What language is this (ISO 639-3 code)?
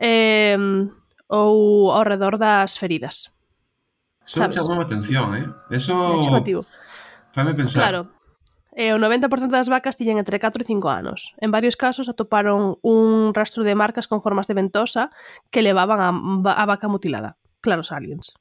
glg